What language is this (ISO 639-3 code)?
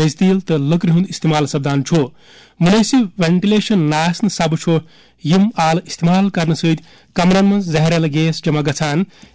kas